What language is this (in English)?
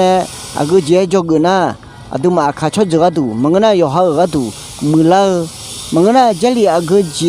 Akha